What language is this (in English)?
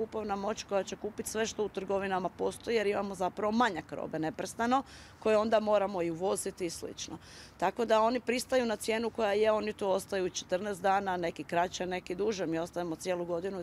Bosnian